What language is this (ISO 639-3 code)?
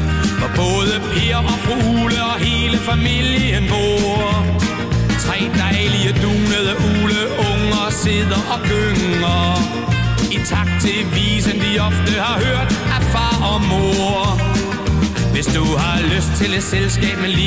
dan